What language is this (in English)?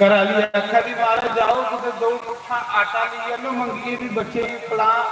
Dogri